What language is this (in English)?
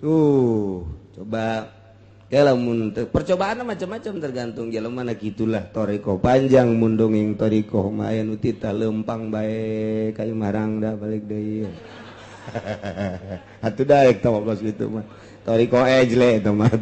Sundanese